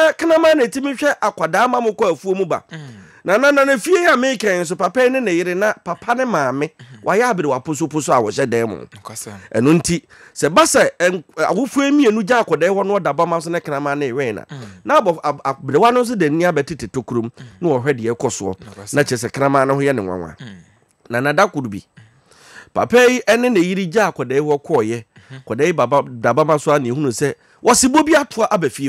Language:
Akan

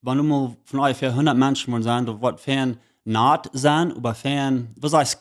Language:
Plautdietsch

